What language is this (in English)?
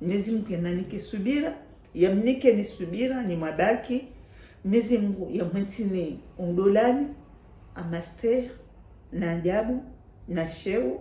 Ngazidja Comorian